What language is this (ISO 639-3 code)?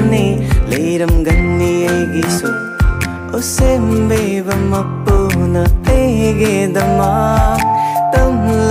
mni